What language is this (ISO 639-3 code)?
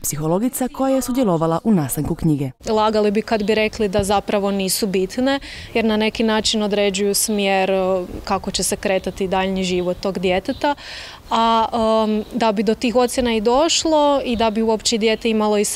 hrv